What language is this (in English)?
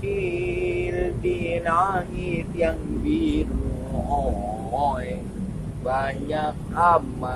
Betawi